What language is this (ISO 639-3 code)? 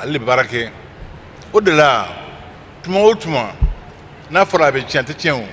bam